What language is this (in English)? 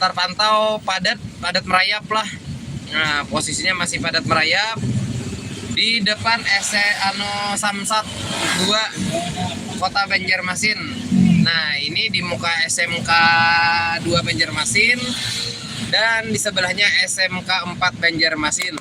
Banjar